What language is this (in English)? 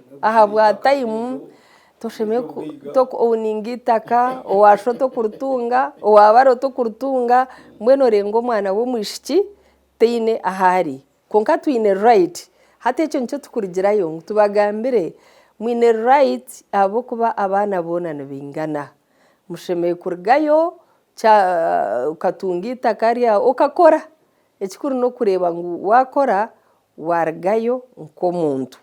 Nyankole